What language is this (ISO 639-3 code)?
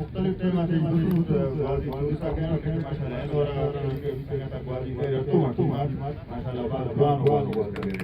brh